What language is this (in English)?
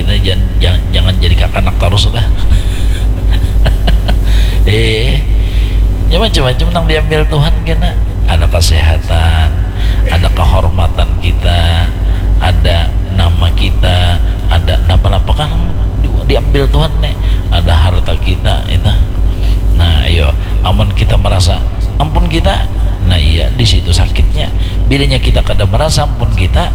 Banjar